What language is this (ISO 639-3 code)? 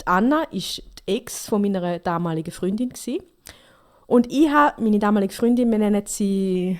gsw